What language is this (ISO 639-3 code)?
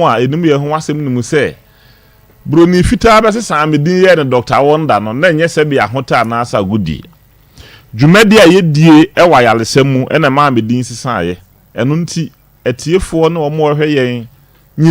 aka